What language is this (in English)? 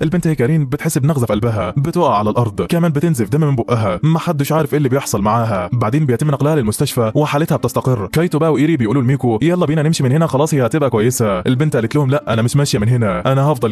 Egyptian Arabic